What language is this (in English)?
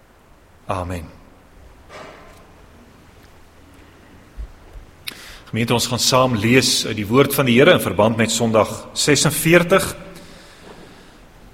Afrikaans